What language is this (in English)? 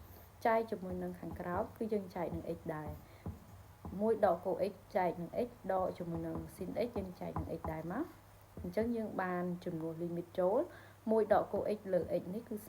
Khmer